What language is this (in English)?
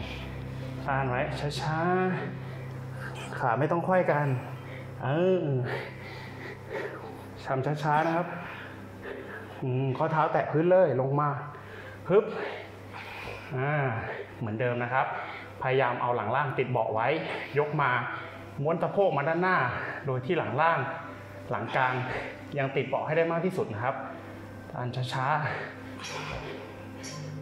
Thai